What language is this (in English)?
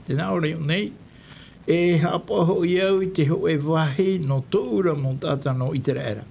Tahitian